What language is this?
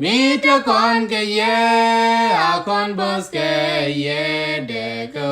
Nuer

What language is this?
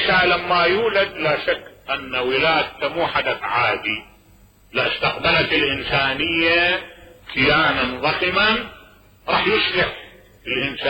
Mesopotamian Arabic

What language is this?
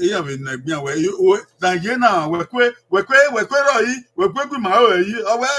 Bini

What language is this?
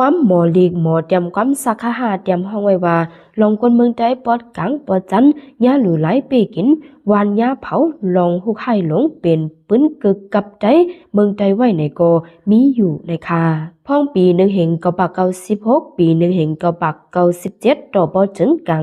Shan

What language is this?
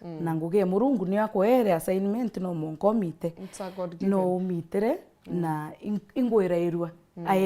Meru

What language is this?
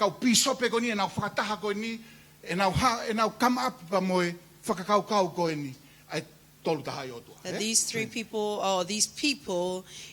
Tongan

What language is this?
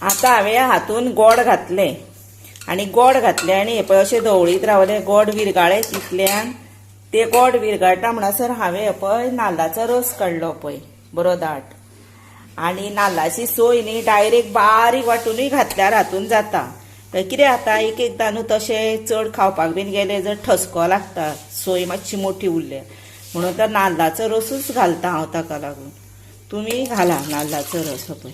Konkani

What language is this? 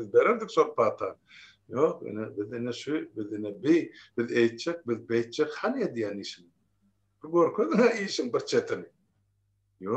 Turkmen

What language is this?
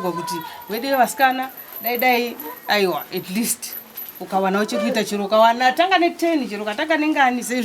Shona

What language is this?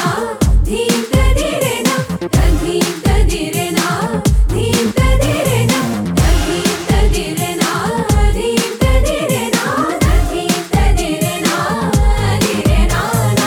Kannada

